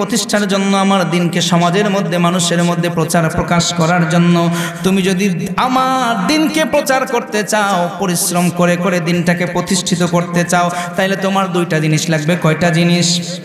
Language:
Bangla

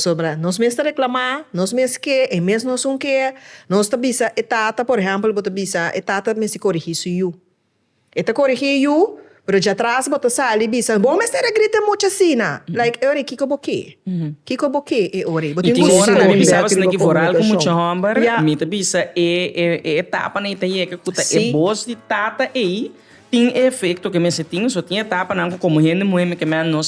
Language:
Papiamento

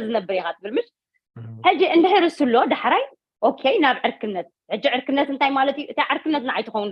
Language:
Tigrinya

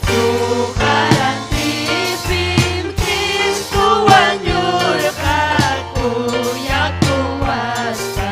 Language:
Ayacucho Quechua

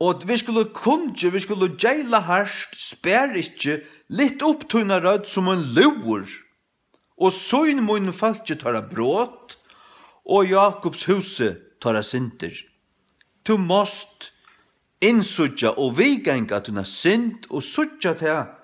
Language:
Faroese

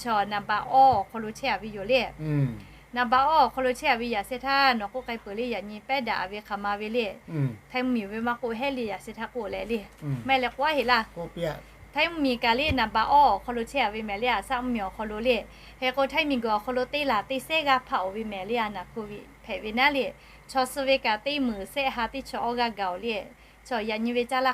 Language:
Lahu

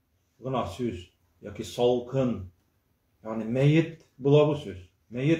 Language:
Tatar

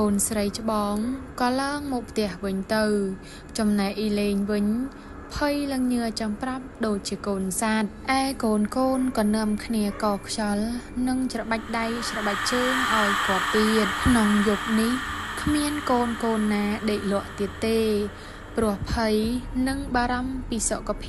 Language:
Khmer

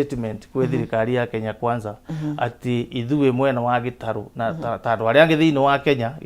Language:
Kikuyu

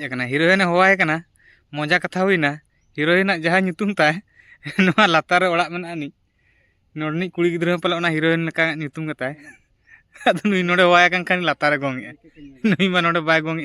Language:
Santali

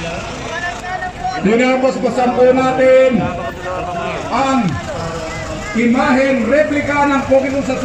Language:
Filipino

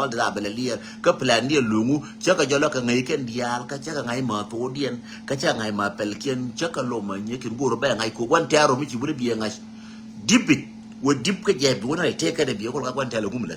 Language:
Nuer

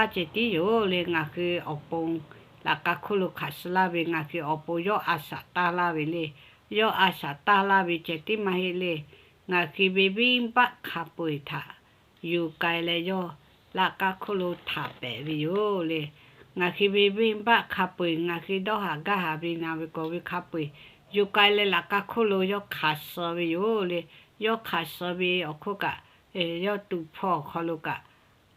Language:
Lahu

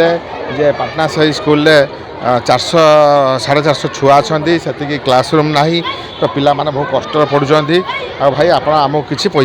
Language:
Odia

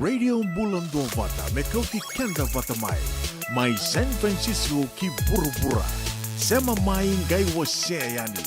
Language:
Fijian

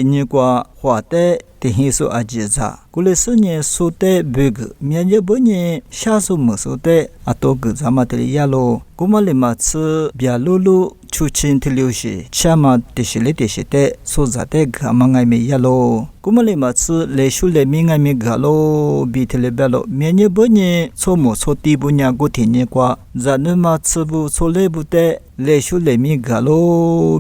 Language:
Lisu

